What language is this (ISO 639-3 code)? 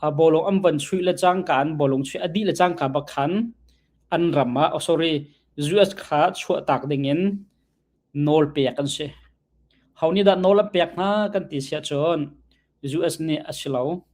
cnh